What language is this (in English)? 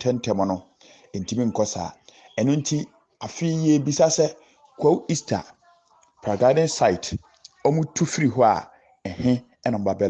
Akan